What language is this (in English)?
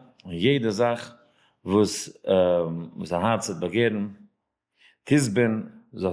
Yiddish